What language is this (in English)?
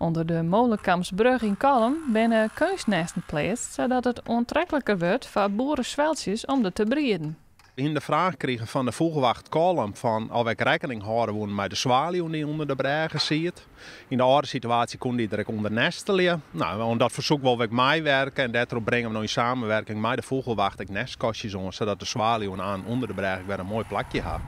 Western Frisian